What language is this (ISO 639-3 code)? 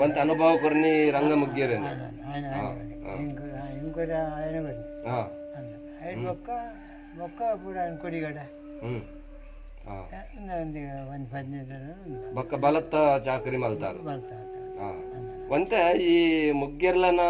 tcy